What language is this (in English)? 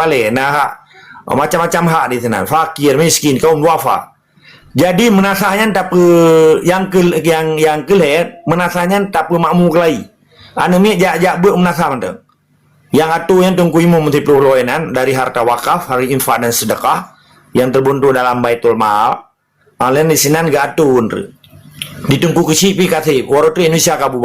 Achinese